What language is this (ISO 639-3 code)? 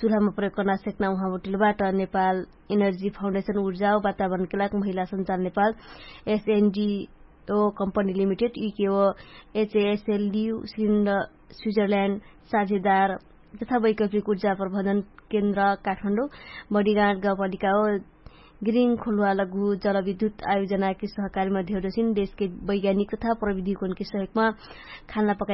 thl